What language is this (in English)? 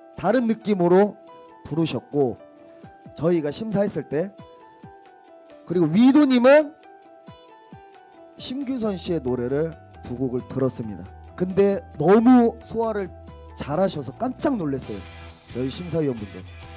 Korean